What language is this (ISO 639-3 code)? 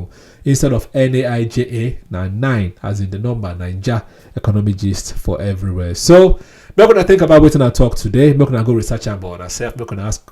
pcm